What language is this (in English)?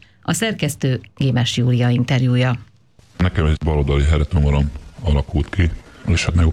Hungarian